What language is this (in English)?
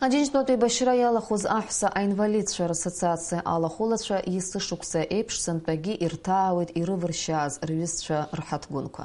Abkhazian